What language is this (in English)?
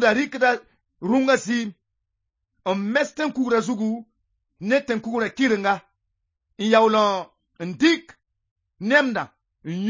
Mossi